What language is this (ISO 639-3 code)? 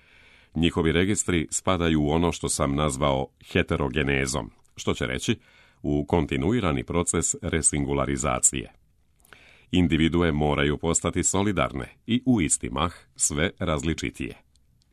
srp